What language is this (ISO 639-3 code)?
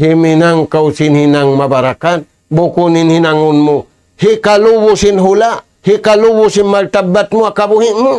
tsg